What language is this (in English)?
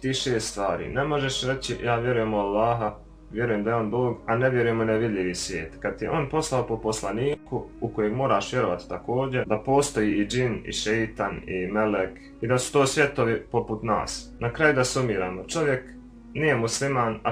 Bosnian